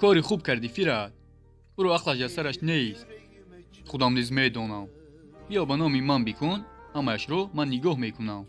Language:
Tajik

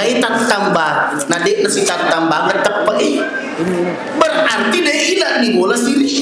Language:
Buginese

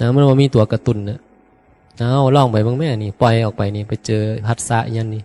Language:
Northeastern Thai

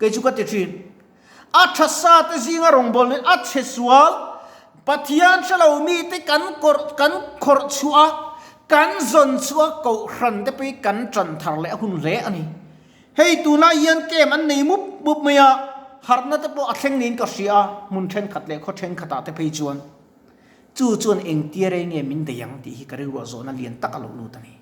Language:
Mizo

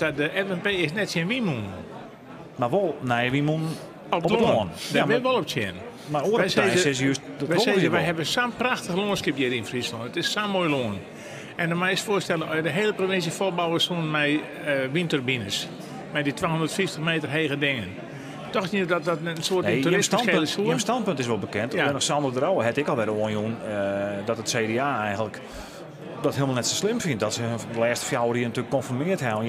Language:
Western Frisian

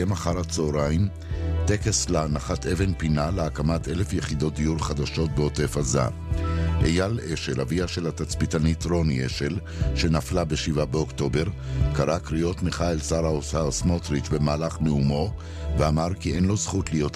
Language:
Hebrew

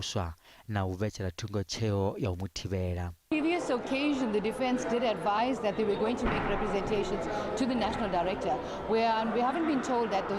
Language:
Venda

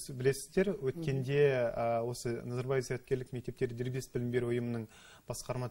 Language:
Kazakh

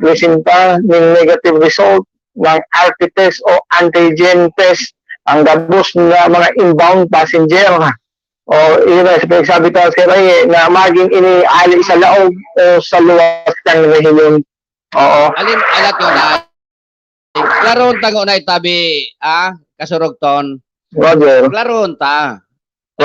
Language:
Bikol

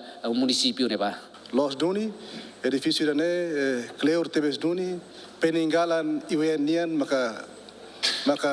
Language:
Tetum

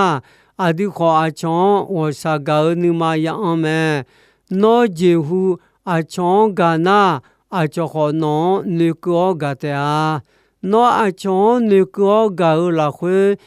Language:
Akha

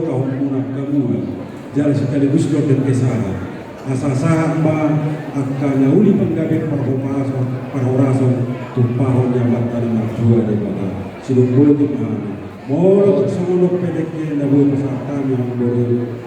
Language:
Batak Toba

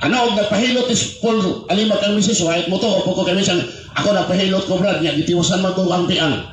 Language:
Cebuano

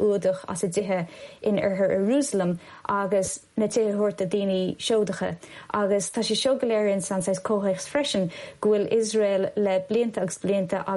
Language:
Irish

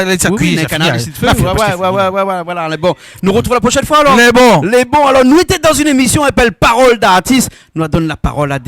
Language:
Réunion Creole French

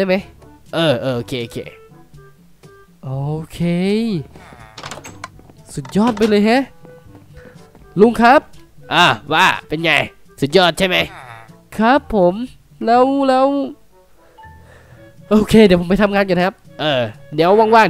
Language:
Thai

